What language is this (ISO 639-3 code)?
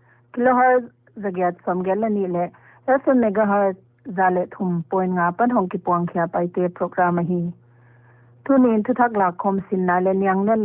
pck